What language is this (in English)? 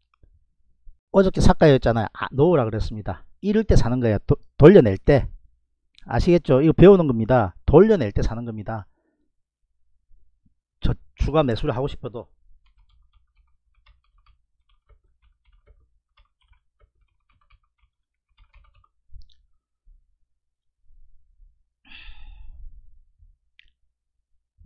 Korean